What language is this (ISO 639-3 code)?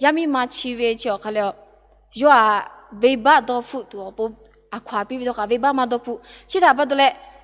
lhu